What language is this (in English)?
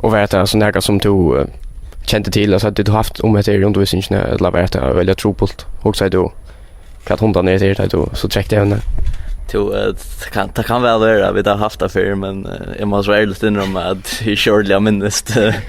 Faroese